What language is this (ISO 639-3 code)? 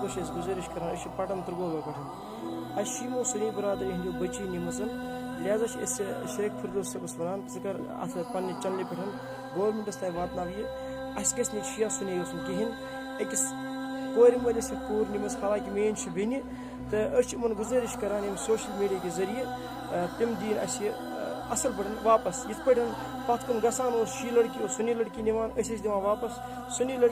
kas